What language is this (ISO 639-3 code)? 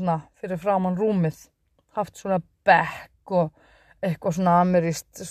isl